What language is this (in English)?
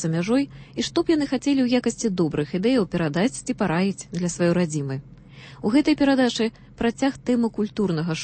Belarusian